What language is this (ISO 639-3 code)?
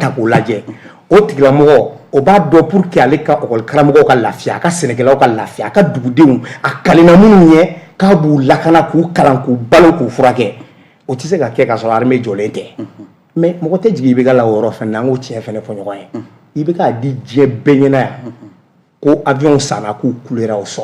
bam